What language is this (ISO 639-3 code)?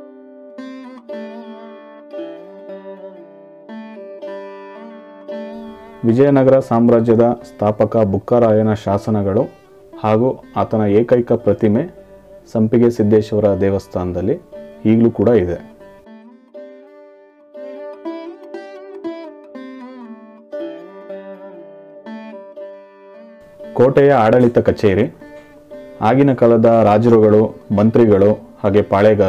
kan